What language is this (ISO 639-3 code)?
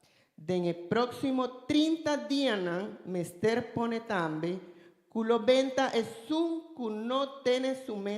pap